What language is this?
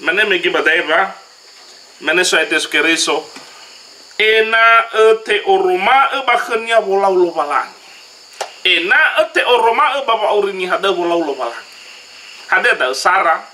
Nias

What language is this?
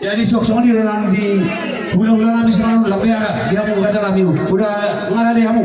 Batak Toba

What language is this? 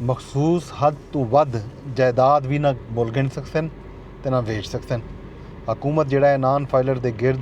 Saraiki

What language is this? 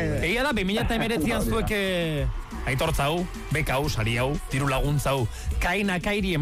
Basque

